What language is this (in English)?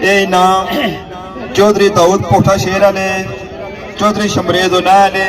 Pahari-Potwari